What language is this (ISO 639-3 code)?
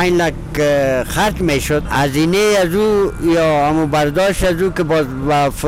fas